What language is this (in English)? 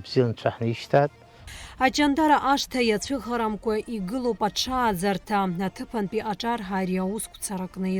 Abkhazian